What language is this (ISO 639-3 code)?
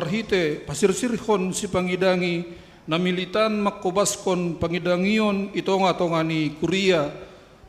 bts